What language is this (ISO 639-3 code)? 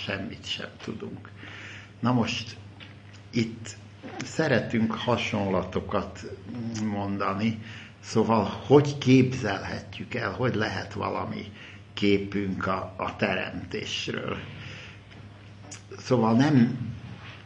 hun